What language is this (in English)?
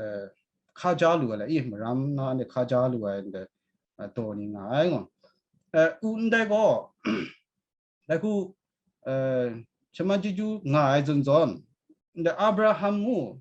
Kachin